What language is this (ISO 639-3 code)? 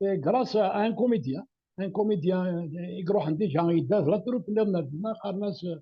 kab